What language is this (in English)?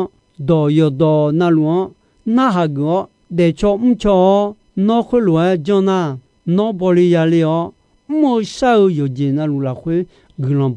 Akha